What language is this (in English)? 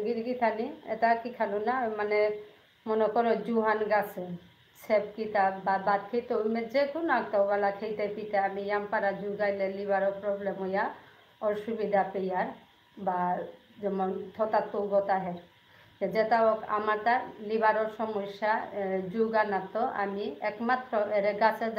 Bishnupriya